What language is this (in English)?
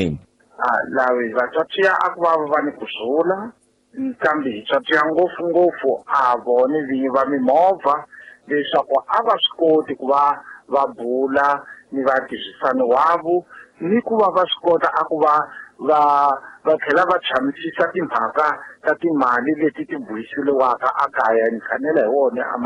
Tsonga